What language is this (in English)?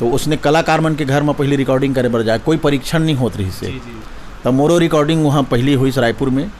Chhattisgarhi